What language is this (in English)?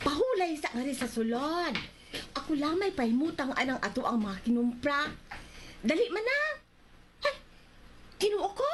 Cebuano